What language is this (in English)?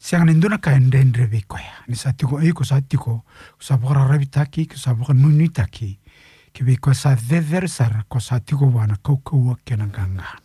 Fijian